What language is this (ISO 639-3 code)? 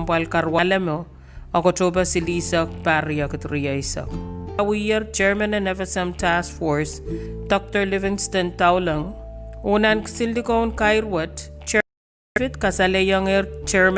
pon